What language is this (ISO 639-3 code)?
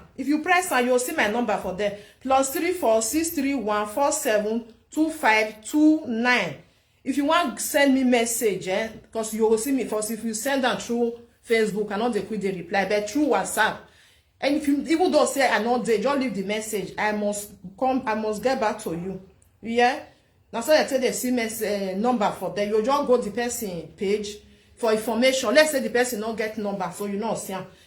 pcm